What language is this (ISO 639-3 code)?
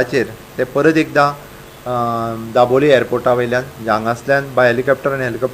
kok